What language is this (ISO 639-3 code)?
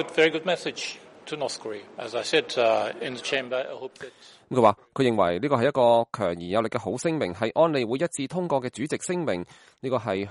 yue